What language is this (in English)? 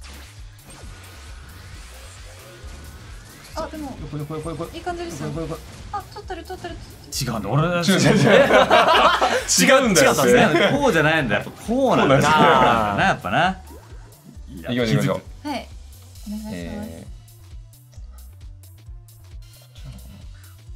Japanese